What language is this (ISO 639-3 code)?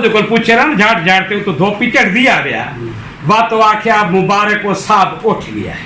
skr